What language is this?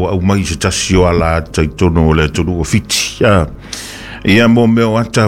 Samoan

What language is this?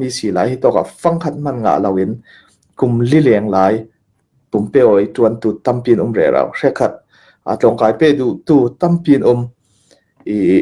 Falam Chin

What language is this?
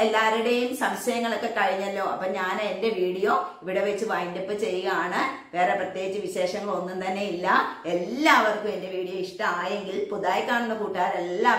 Malayalam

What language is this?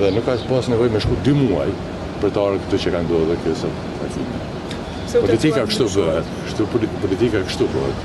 Albanian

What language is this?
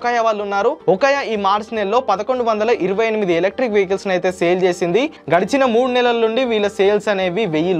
Telugu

